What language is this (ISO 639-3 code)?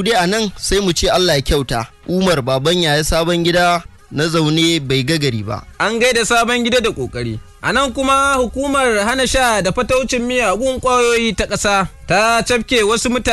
hau